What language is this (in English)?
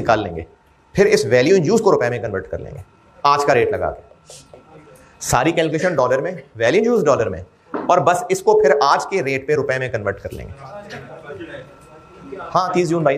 Hindi